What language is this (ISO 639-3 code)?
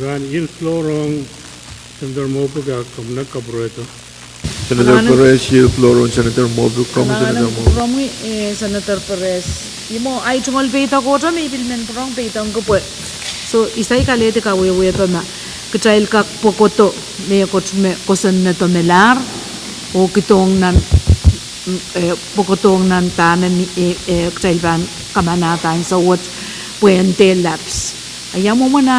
pon